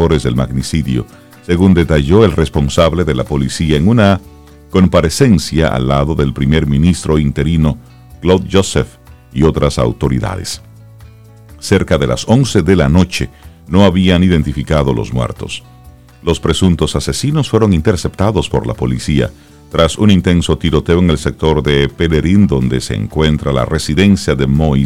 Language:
Spanish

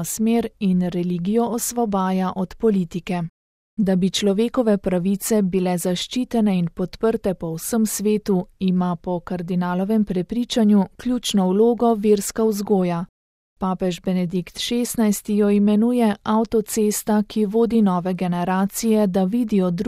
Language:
Slovenian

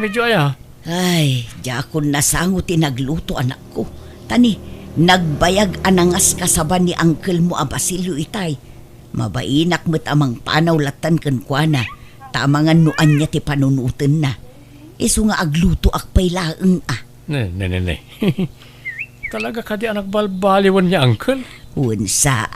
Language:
Iloko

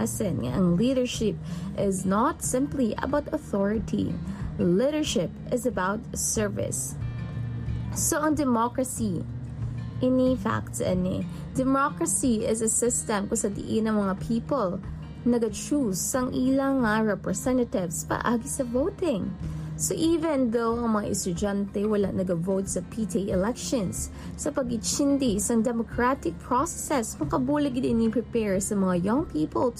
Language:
Hiligaynon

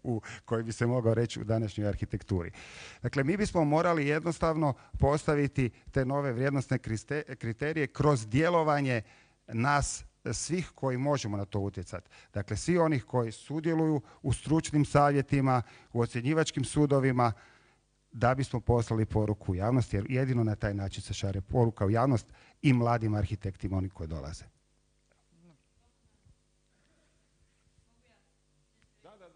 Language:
Croatian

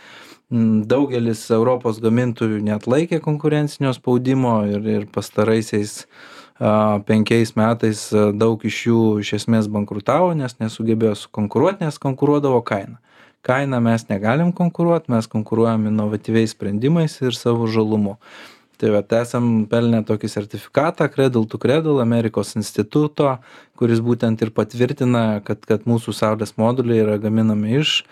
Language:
Lithuanian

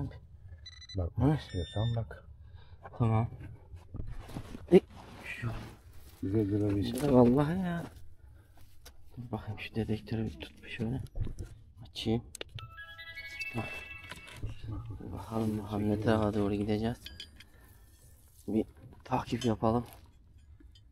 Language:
Turkish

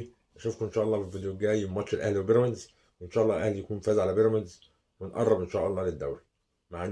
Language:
Egyptian Arabic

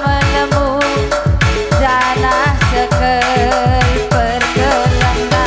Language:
Batak Karo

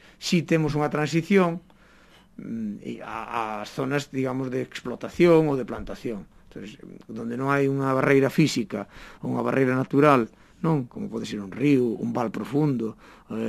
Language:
Galician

